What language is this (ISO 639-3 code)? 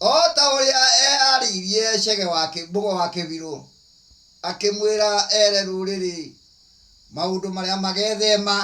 kik